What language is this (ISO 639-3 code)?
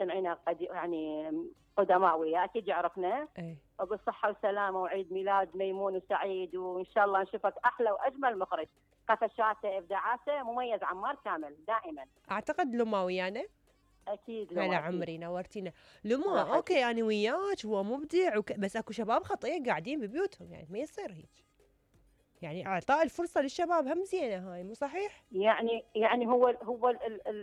acm